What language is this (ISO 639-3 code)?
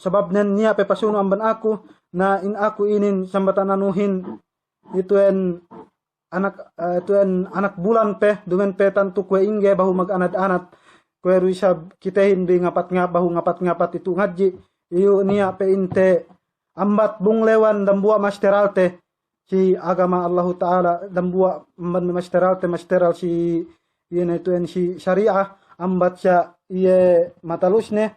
yka